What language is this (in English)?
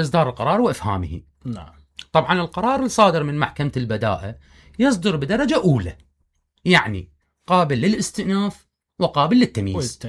Mesopotamian Arabic